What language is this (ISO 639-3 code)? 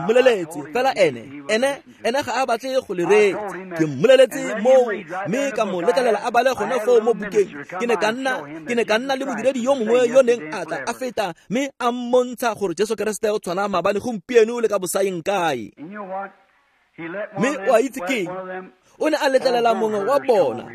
tsn